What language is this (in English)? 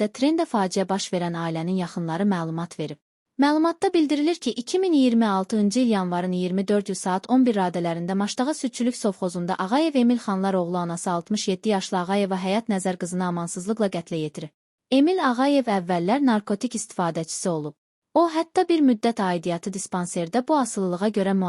Azerbaijani